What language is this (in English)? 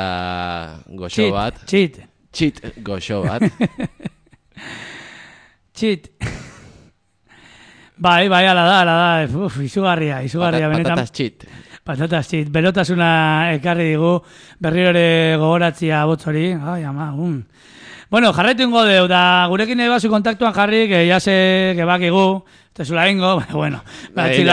Basque